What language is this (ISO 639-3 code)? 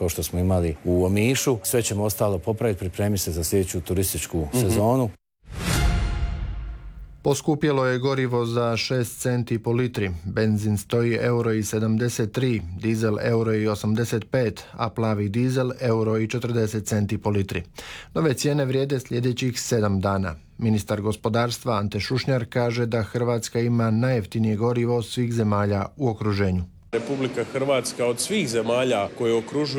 hrv